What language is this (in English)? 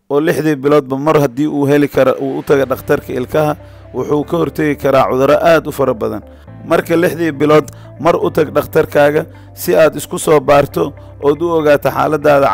Somali